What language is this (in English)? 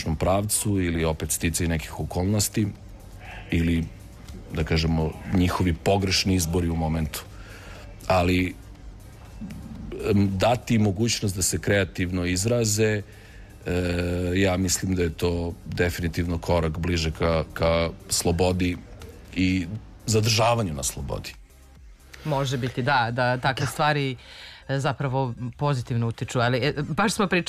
Serbian